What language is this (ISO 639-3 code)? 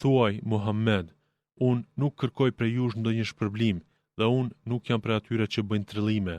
sqi